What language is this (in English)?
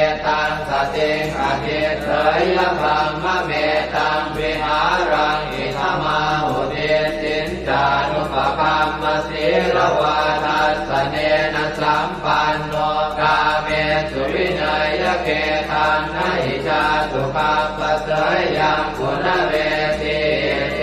Pali